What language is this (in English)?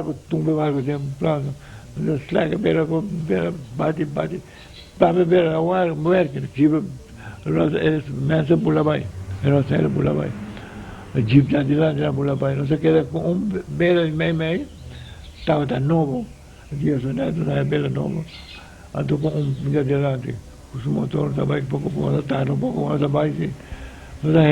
Papiamento